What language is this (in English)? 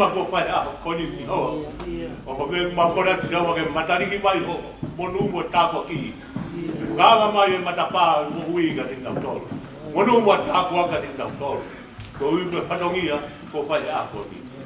Tongan